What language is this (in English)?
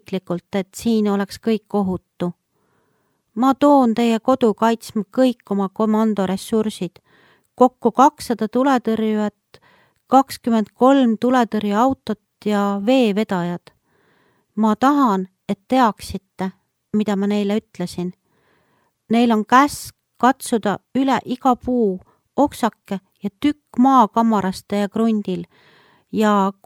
Estonian